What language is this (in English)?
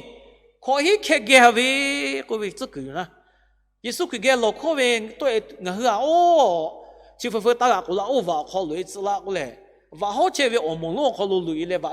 Lahu